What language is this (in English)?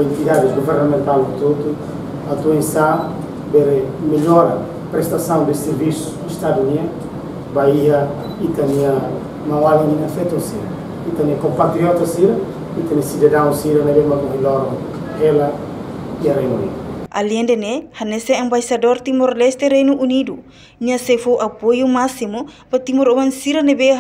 Tetum